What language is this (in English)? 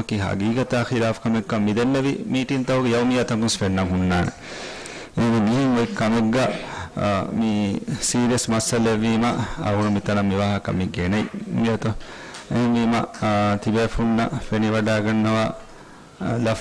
Divehi